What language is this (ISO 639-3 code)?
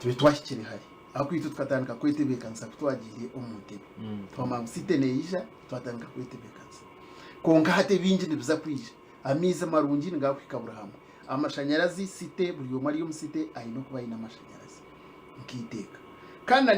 nyn